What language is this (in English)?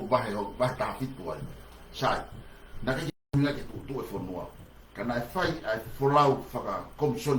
Tongan